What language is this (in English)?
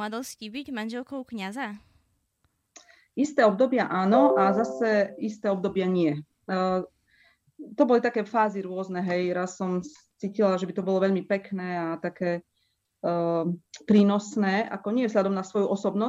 Slovak